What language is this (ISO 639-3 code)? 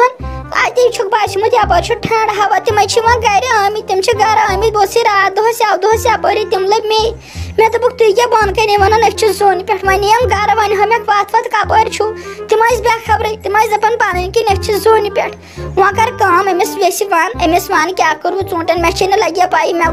kas